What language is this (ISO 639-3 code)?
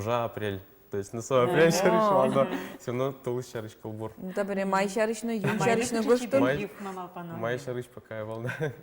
udm